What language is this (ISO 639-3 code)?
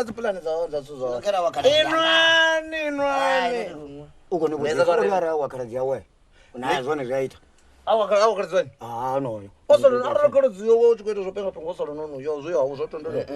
ven